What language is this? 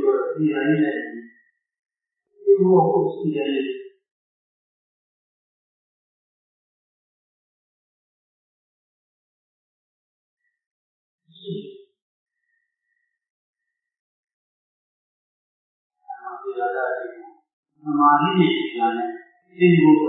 Burmese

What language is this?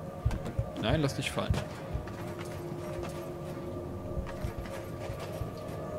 German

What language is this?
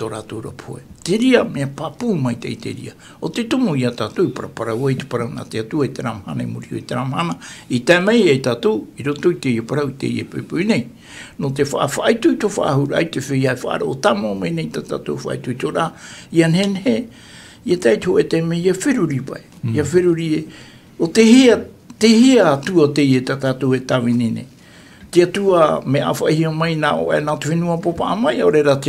Tahitian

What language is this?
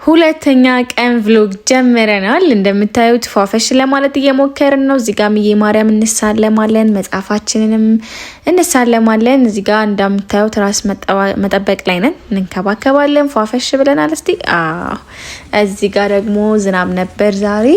Amharic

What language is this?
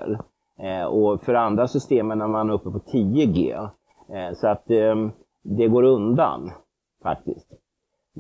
Swedish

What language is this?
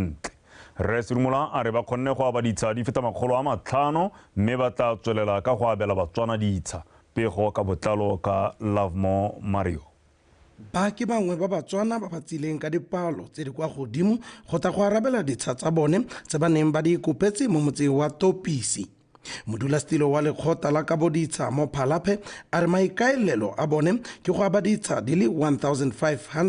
Tswana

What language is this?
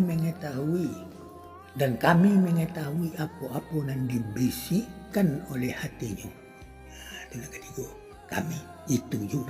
Minangkabau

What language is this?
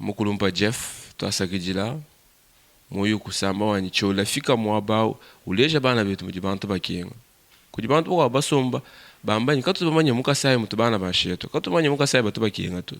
Luba-Lulua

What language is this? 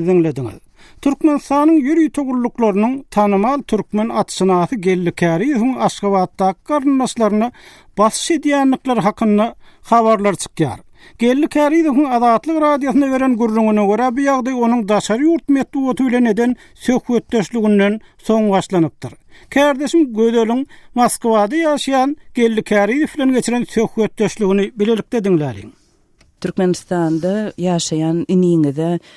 Turkmen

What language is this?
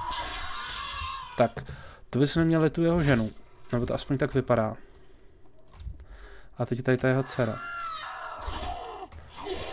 Czech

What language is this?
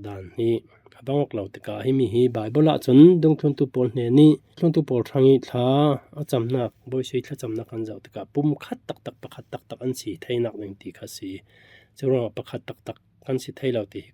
Falam Chin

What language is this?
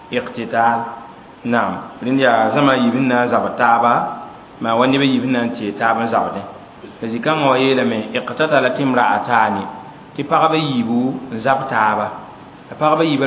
Mossi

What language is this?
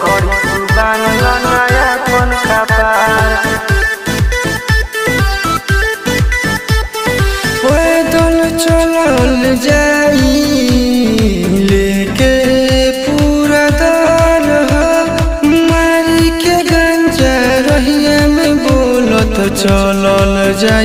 Bhojpuri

